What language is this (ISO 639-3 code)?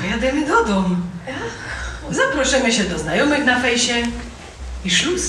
szl